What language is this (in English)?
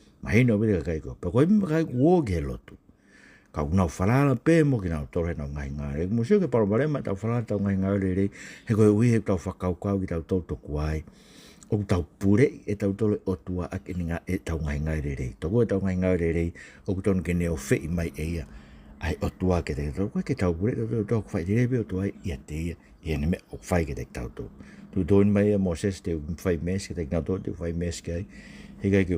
Tongan